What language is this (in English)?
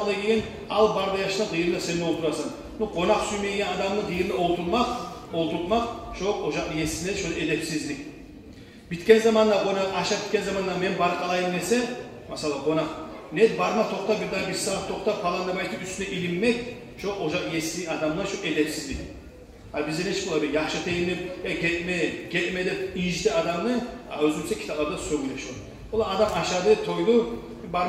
Kumyk